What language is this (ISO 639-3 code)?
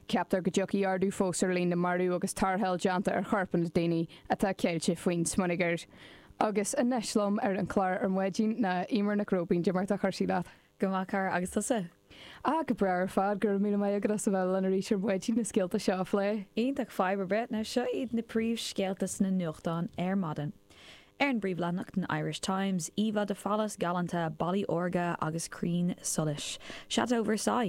gle